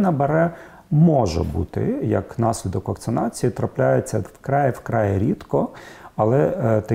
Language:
Ukrainian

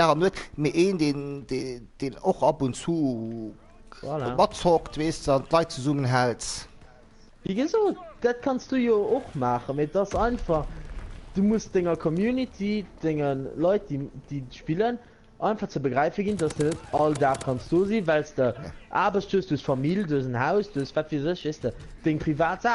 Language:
Luxembourgish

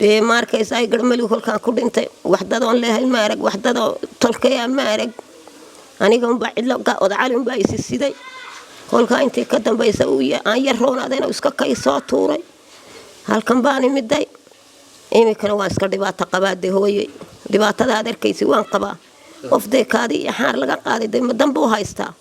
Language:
Somali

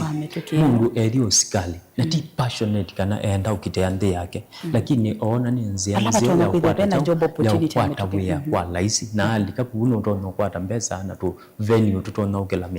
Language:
Kamba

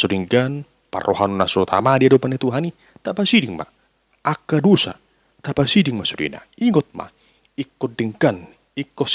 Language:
Batak Toba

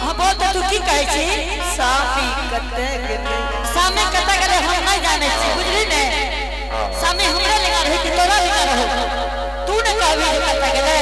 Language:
Angika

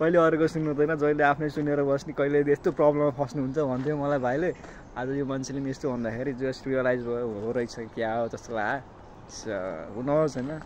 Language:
Nepali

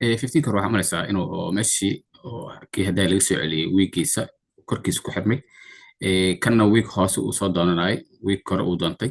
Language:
Somali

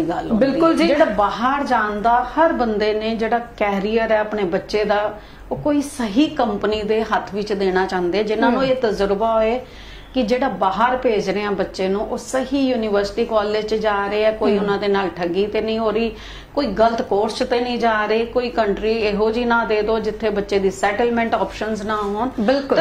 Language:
Punjabi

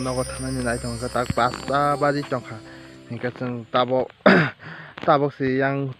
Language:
Kok Borok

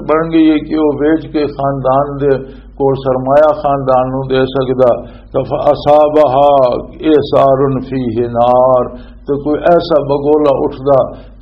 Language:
Western Panjabi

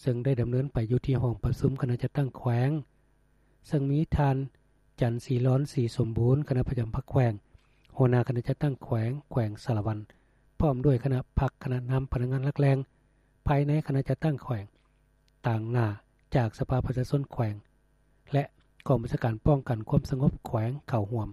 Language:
Lao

